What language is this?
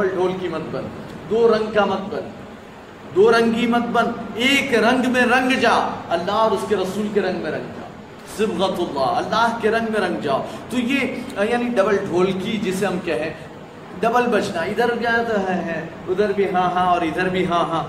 Urdu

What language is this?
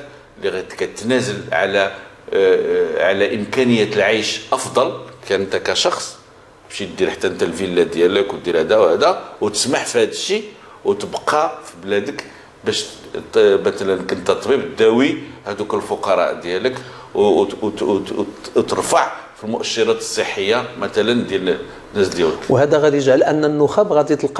Moroccan Arabic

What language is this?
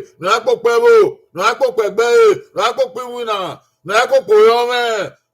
Bini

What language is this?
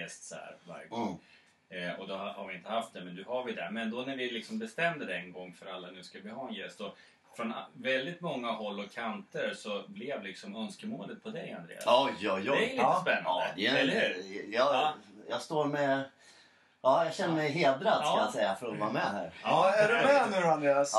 Swedish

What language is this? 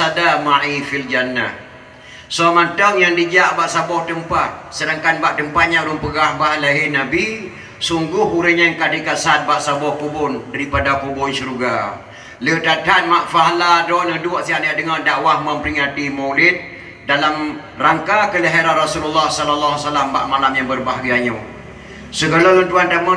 Achinese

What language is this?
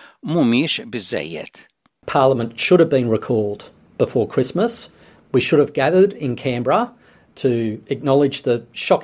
Maltese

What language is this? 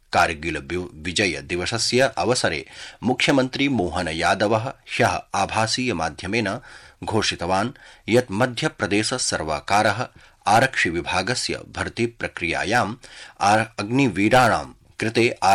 Sanskrit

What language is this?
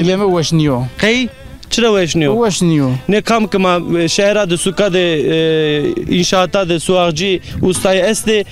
Zaza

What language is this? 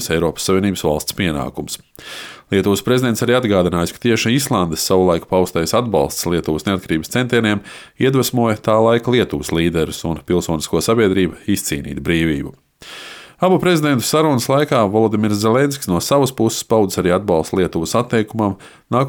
Latvian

